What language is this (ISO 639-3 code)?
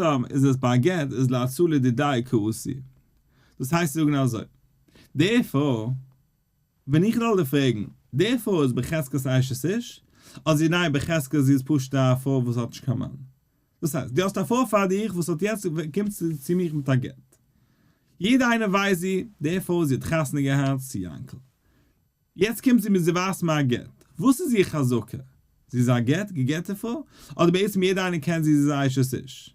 yid